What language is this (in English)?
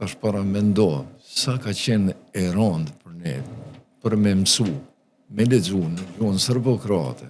Albanian